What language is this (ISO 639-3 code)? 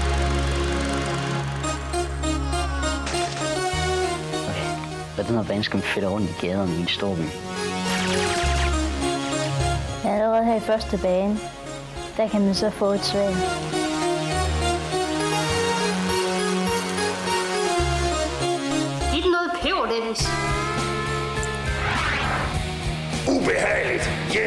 dan